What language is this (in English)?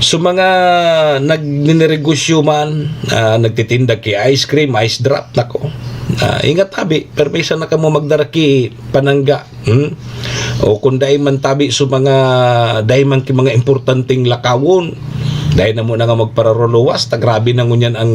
Bikol